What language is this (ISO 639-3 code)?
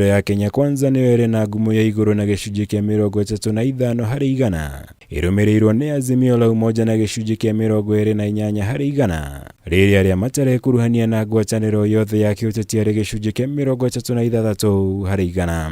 kik